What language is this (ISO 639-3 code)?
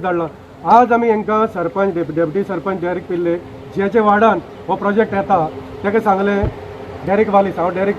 kok